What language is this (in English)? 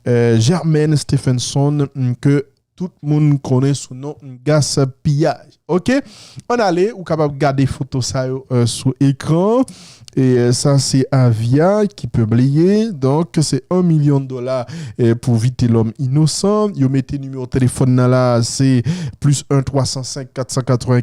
Haitian Creole